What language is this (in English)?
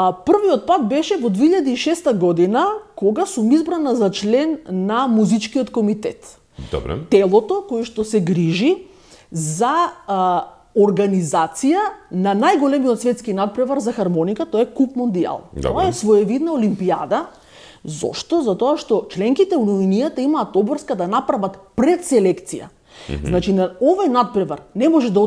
Macedonian